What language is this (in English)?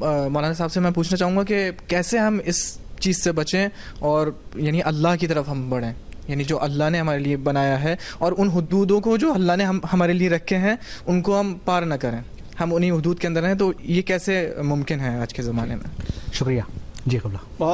Urdu